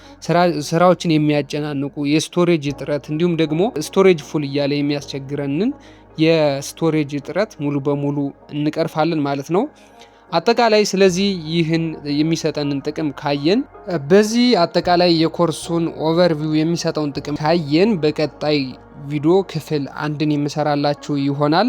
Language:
Amharic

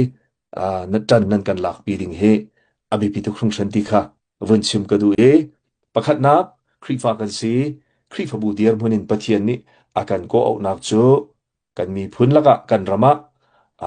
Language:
Hakha Chin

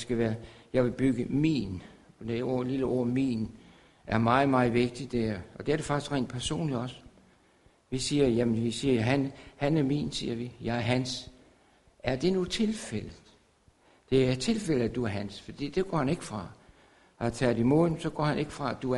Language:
Danish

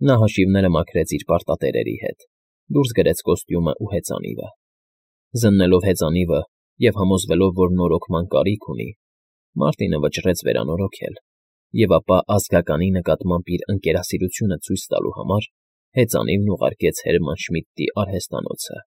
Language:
Armenian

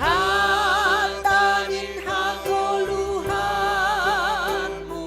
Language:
Batak Simalungun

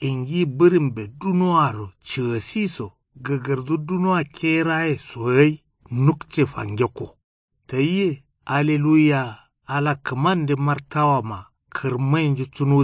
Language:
Kanuri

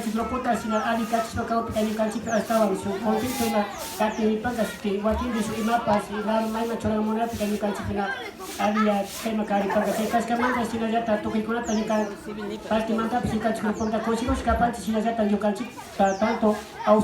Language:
Imbabura Highland Quichua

